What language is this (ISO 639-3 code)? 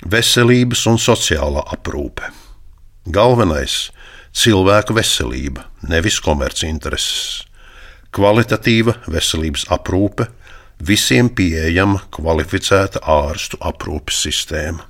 lav